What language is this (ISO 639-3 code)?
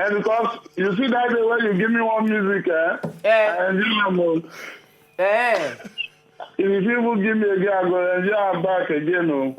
pcm